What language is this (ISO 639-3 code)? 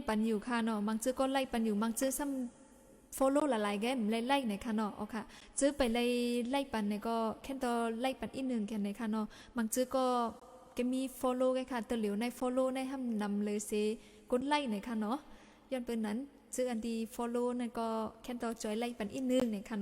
shn